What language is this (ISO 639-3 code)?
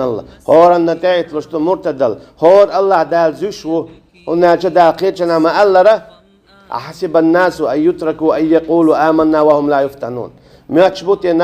che